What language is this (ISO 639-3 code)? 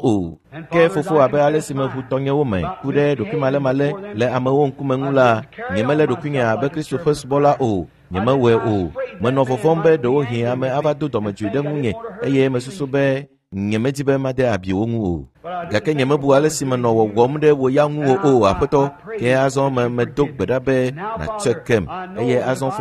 ewe